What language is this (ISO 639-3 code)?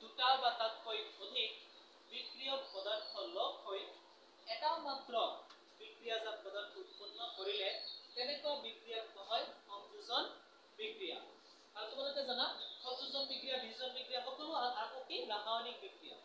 asm